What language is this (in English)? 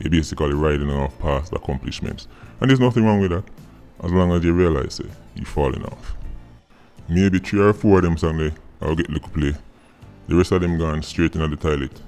Jamaican Creole English